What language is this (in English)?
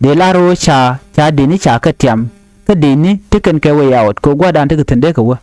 Nuer